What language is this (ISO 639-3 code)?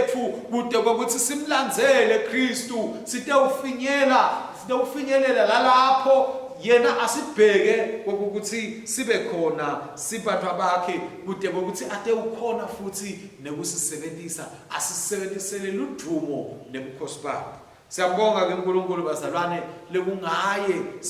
ssw